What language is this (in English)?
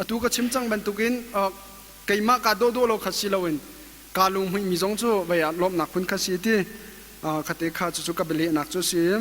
Hakha Chin